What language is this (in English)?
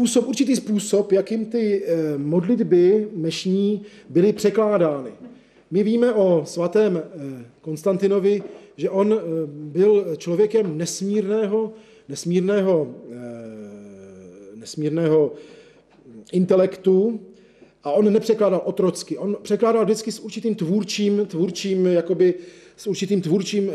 Czech